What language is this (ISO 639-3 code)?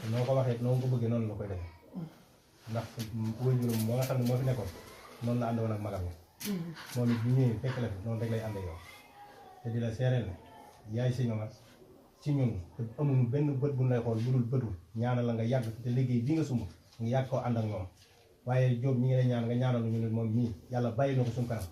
wol